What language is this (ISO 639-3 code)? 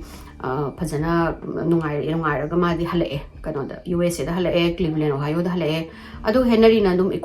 mni